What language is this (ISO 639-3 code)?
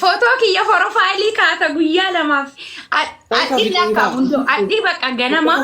orm